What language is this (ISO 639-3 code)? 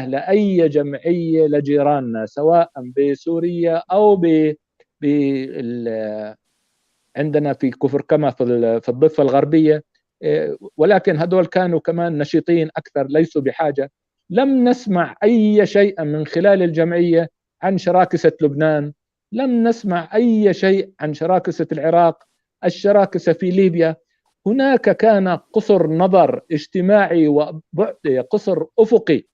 apc